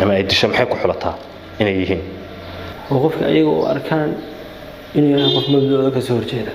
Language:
Somali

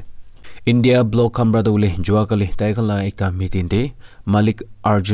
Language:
Naga Pidgin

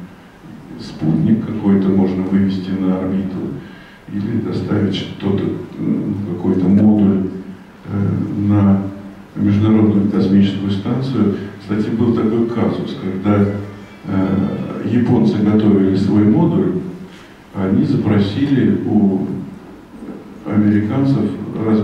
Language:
Russian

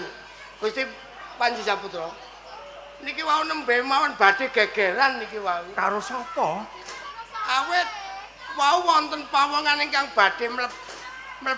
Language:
Javanese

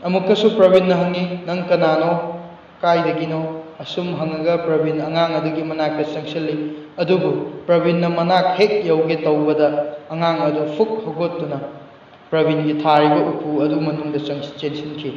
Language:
Manipuri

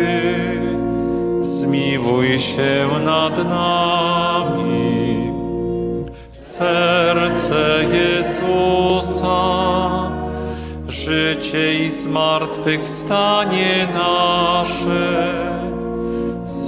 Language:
Polish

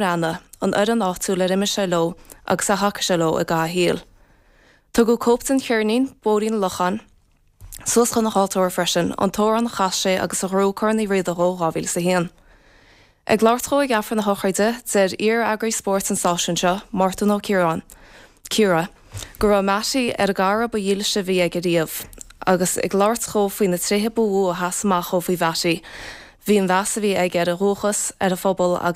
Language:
Irish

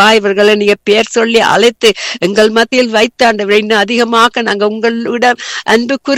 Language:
Tamil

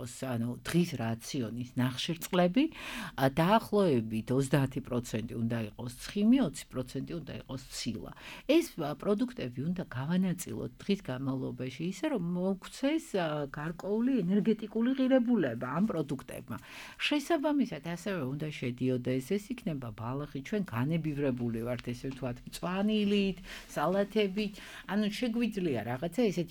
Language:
Georgian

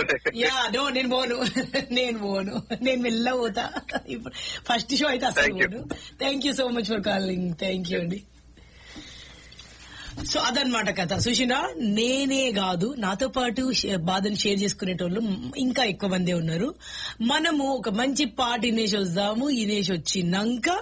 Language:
Telugu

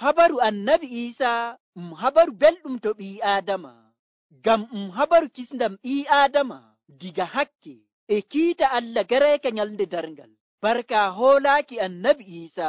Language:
Nigerian Fulfulde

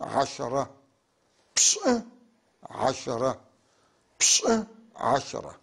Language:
North Levantine Arabic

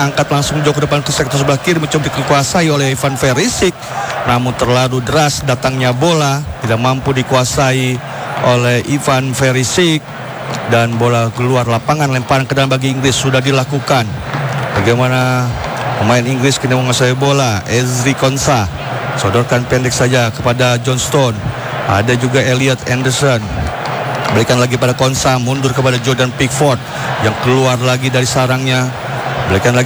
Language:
Indonesian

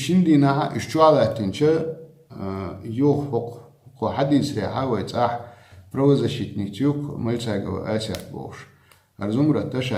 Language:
Chechen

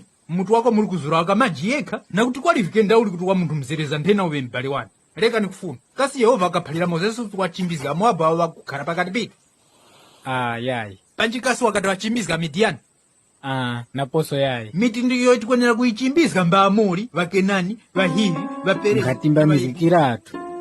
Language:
Tumbuka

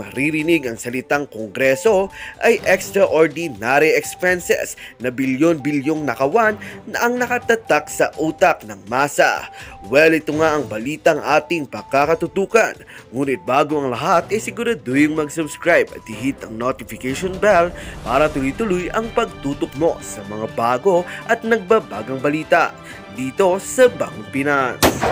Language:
Filipino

